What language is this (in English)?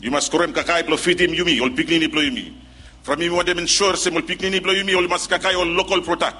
Bislama